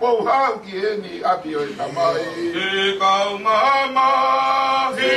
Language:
Tongan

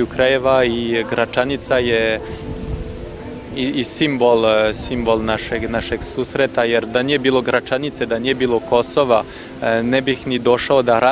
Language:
Serbian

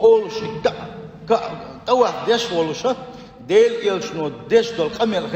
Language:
Chechen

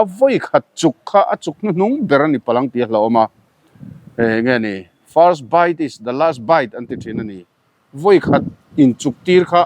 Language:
Mizo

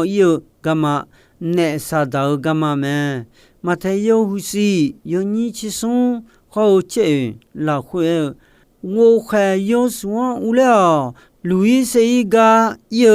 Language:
Akha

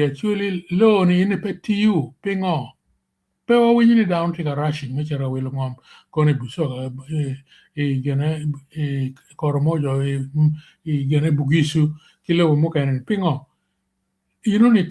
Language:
Acoli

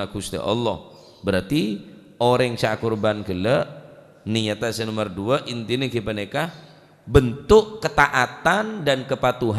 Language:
Madurese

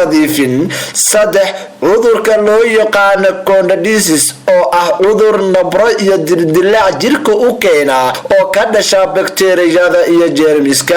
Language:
Somali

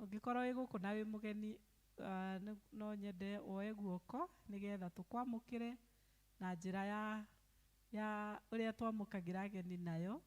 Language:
Kikuyu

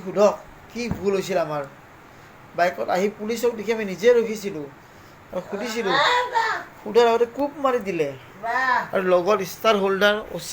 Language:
Assamese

